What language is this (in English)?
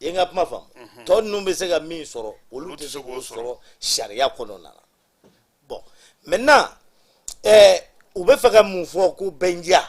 Bambara